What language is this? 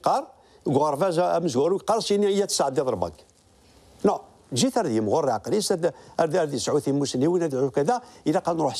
Kabyle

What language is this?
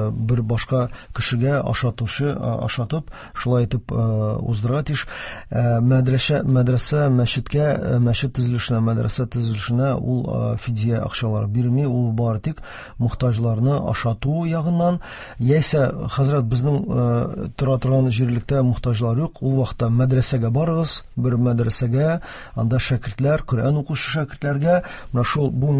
Tatar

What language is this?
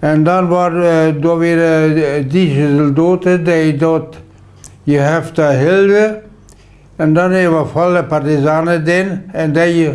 Plautdietsch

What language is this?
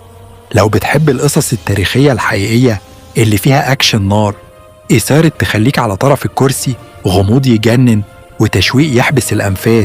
Egyptian Arabic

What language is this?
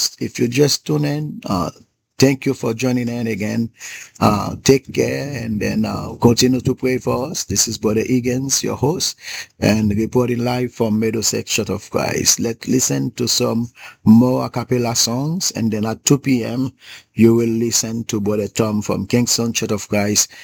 English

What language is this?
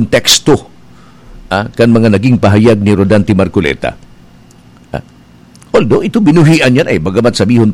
Bikol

